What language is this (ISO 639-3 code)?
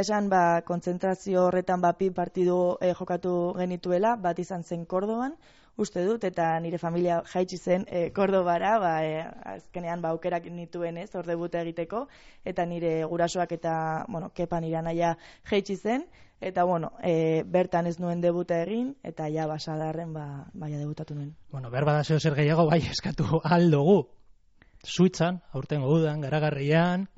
eus